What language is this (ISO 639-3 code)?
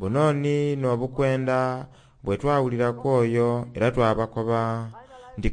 xog